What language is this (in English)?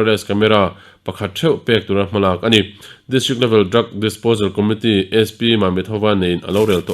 Mizo